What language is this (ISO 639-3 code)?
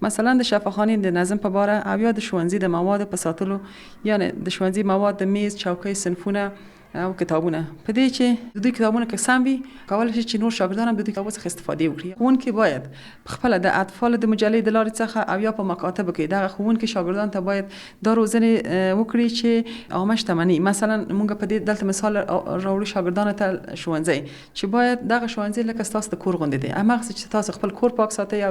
pus